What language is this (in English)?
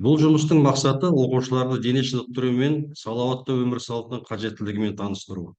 Kazakh